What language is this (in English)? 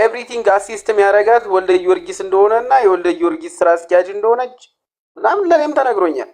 Amharic